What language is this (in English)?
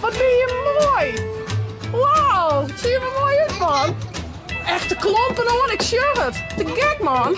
Western Frisian